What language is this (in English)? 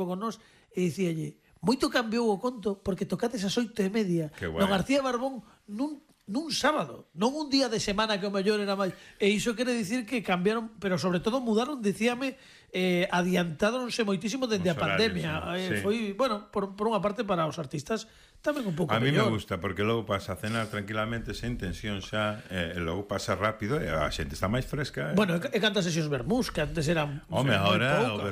Galician